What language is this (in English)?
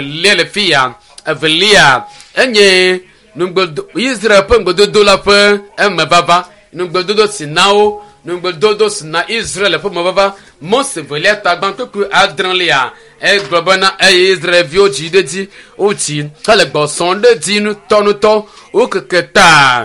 Ewe